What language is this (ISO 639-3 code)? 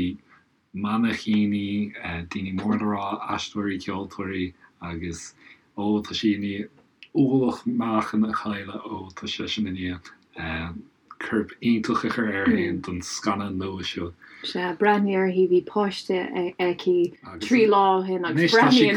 gle